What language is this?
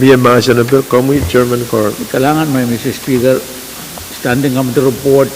Pohnpeian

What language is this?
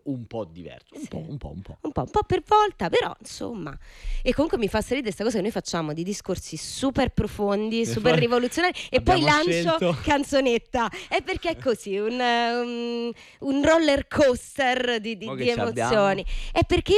Italian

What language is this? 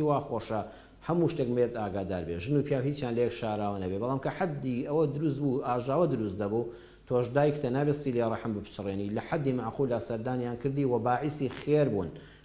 Central Kurdish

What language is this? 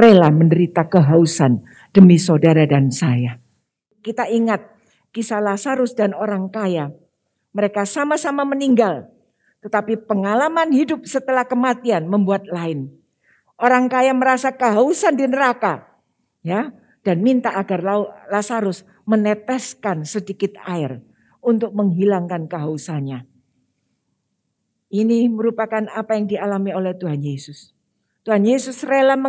Indonesian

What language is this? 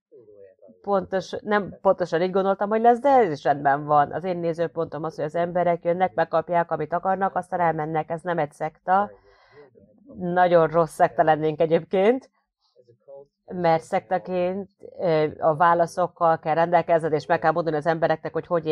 Hungarian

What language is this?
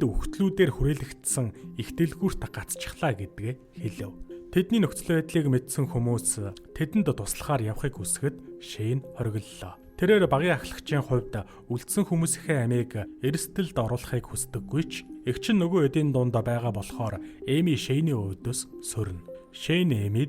Mongolian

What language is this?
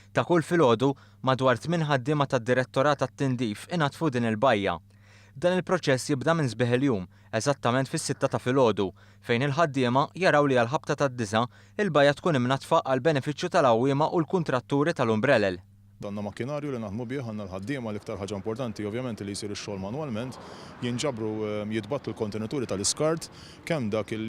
Maltese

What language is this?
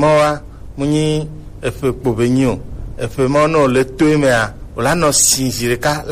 Gen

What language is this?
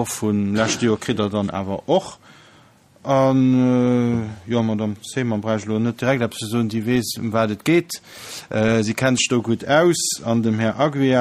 Luxembourgish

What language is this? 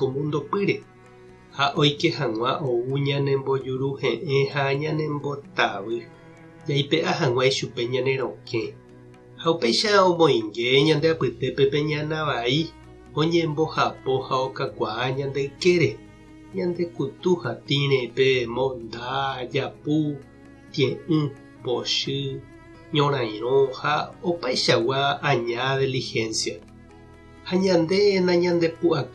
Guarani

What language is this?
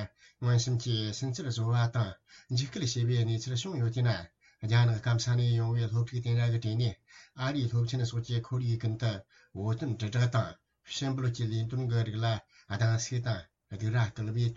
Tibetan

